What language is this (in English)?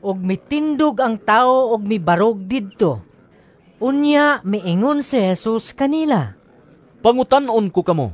Cebuano